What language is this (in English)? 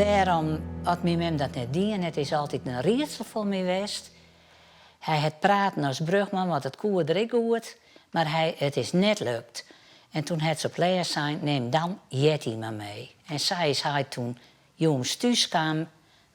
Western Frisian